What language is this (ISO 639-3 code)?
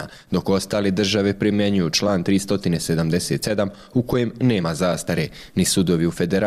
bos